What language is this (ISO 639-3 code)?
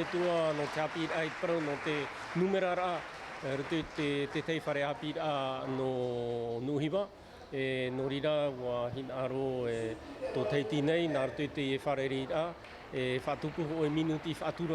tah